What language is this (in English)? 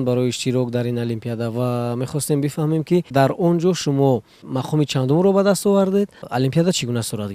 Tajik